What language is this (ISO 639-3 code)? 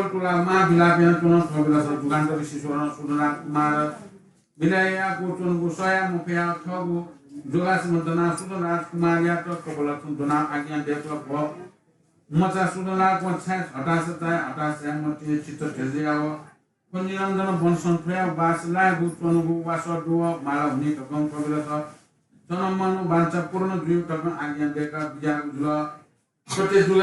new